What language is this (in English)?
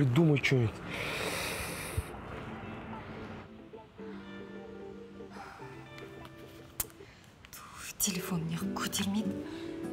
Kazakh